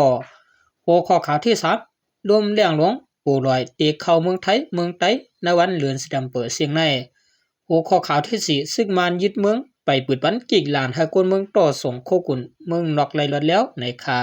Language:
Shan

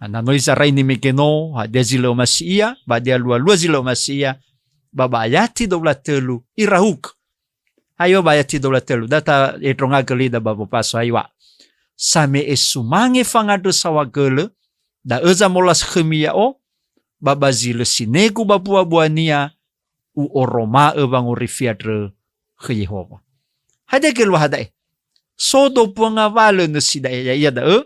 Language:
Nias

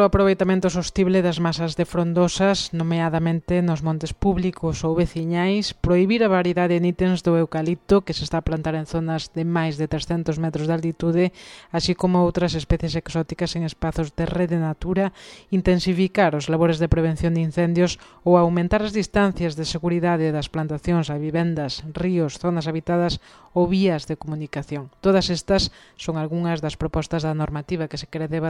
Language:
Galician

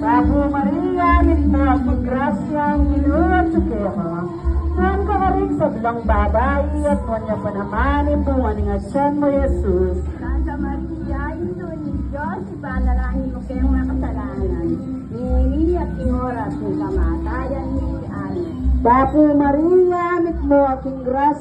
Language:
Pampanga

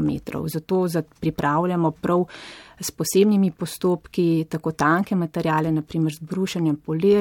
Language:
Slovenian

